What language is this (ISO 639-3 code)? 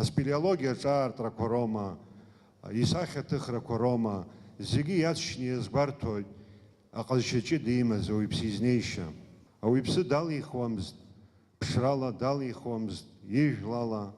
abk